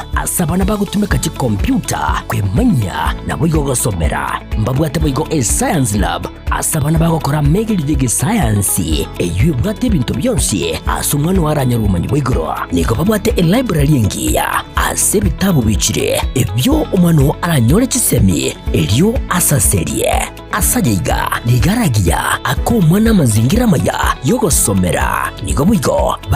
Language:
Gusii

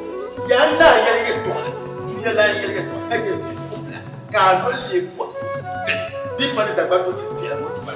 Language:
Dagbani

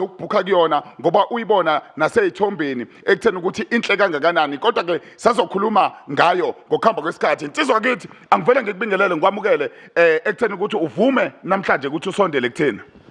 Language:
Zulu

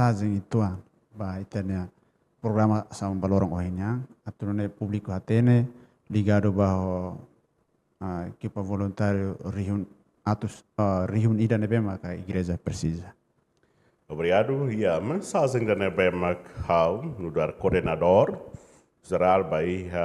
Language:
Tetum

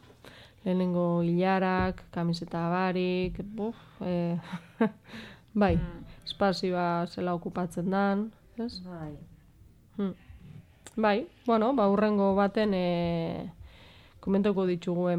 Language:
Basque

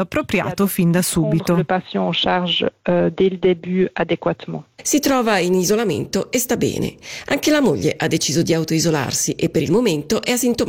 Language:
Italian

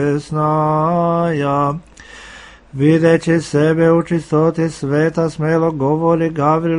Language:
Serbian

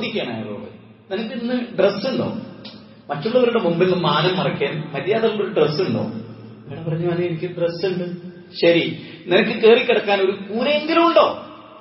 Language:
Malayalam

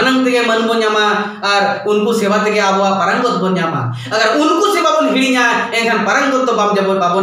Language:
Santali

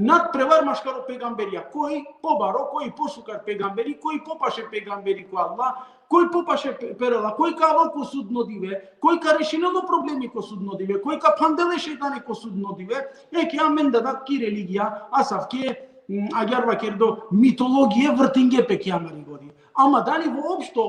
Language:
Balkan Romani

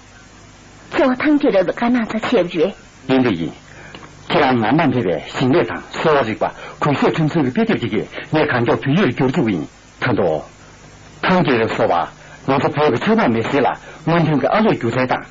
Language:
Tibetan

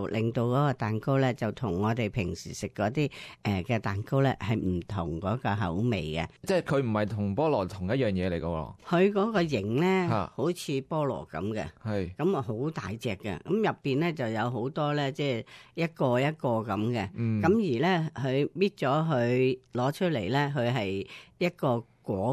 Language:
Cantonese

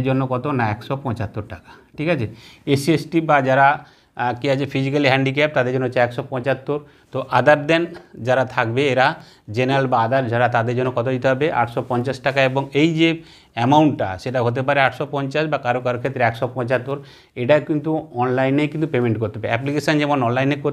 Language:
Bangla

